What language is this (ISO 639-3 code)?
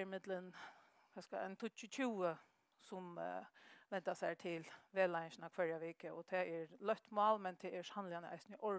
fao